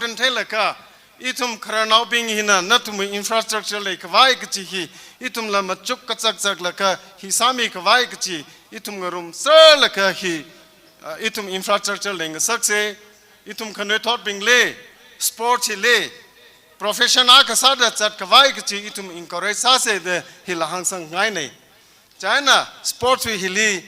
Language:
Tangkhul Naga (India)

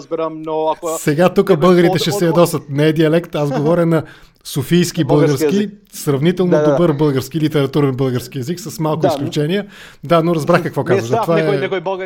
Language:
Macedonian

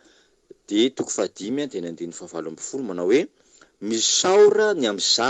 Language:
Malagasy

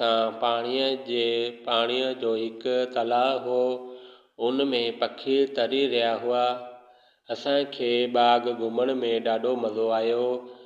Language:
Sindhi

